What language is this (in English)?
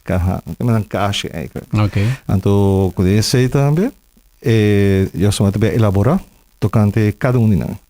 Papiamento